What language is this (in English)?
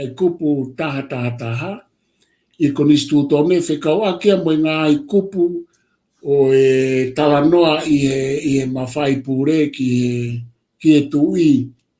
Tongan